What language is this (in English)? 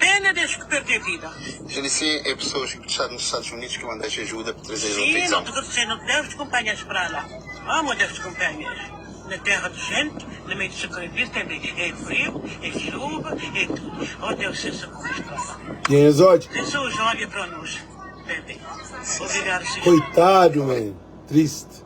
Kabuverdianu